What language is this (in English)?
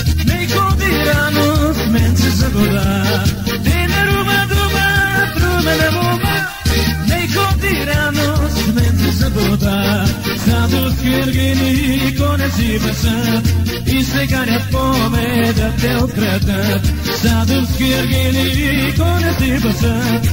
Bulgarian